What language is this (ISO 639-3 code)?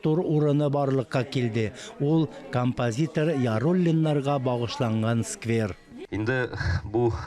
tat